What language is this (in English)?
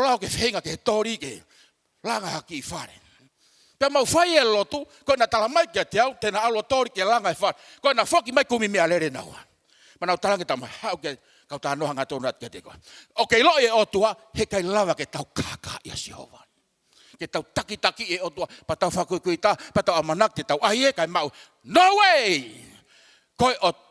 Tongan